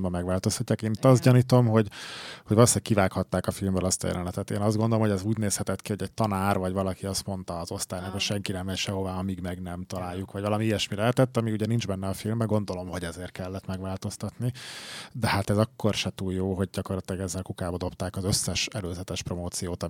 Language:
Hungarian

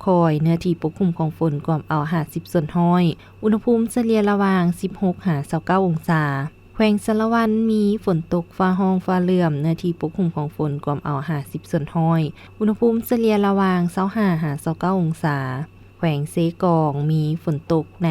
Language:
Lao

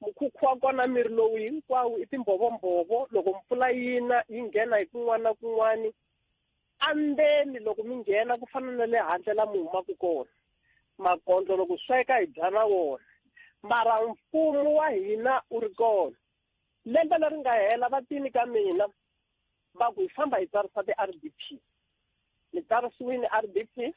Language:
Tsonga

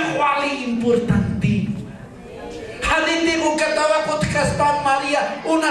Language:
Aymara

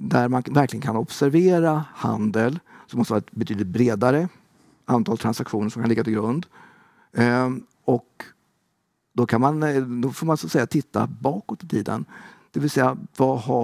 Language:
Swedish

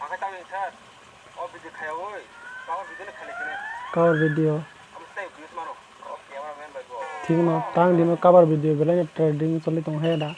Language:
Kok Borok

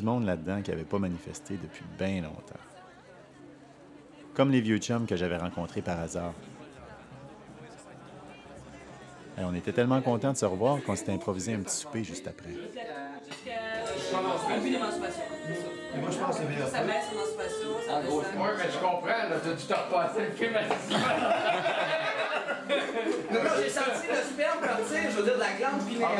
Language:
French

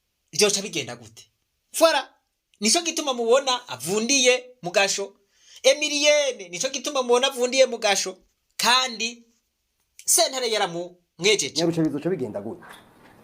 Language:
Rundi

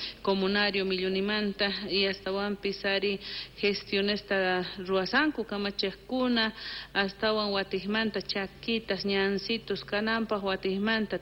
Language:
South Bolivian Quechua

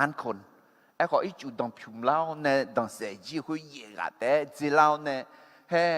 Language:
Akha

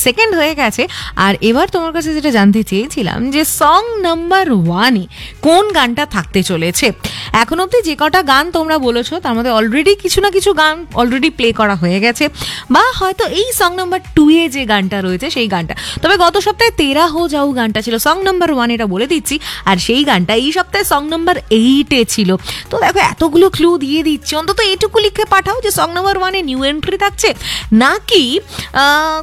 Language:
Bangla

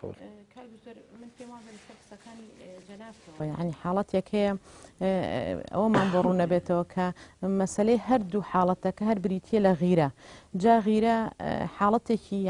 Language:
Central Kurdish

